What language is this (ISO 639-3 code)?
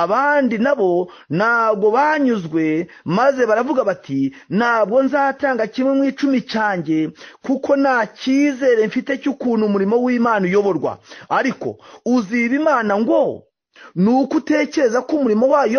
kin